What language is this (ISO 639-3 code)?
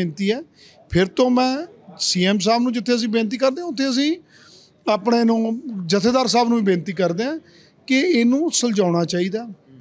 pan